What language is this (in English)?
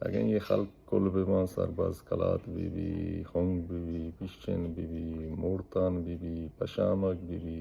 Baluchi